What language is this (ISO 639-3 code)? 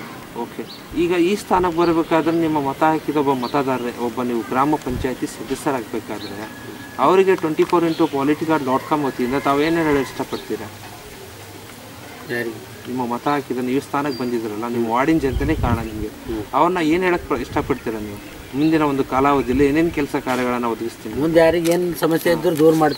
kan